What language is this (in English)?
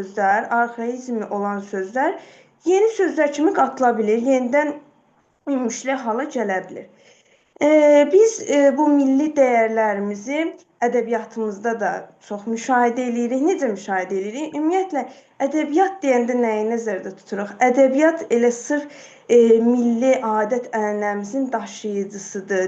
Azerbaijani